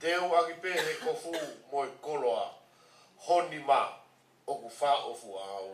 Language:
Tongan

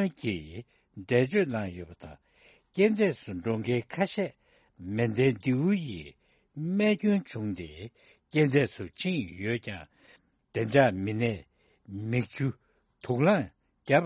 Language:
Tibetan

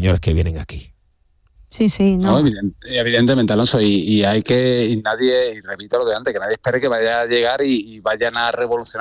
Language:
Spanish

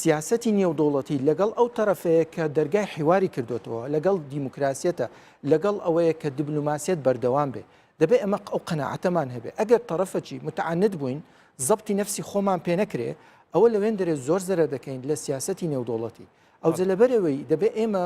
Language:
Central Kurdish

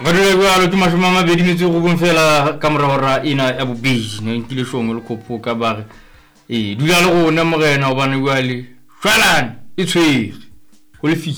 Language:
Southern Sotho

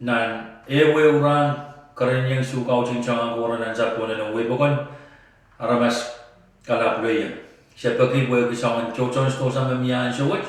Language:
Pohnpeian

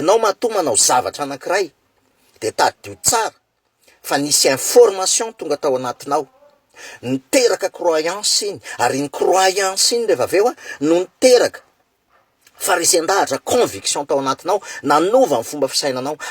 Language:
Malagasy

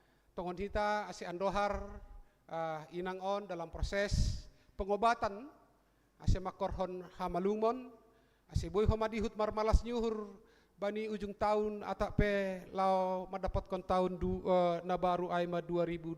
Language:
Batak Simalungun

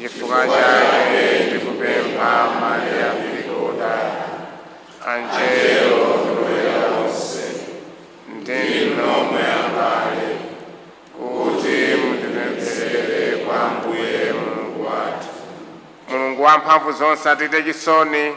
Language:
Nyanja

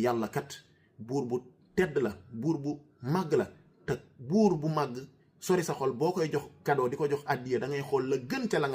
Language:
Wolof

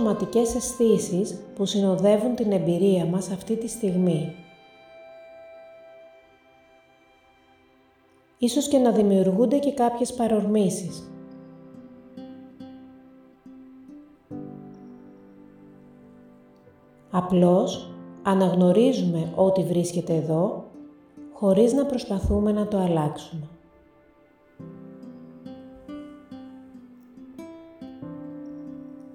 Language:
Greek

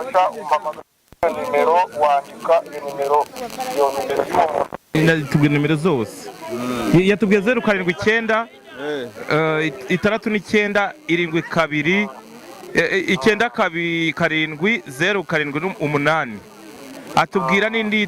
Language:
Kinyarwanda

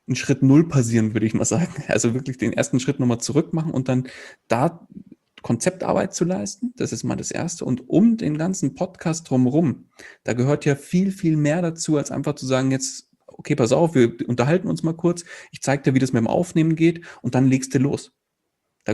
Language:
German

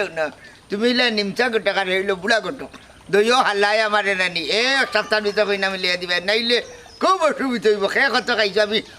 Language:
Sylheti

